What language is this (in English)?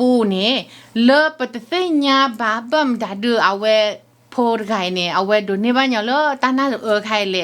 S'gaw Karen